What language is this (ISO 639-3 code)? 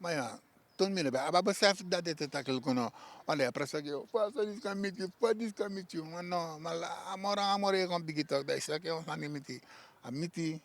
srn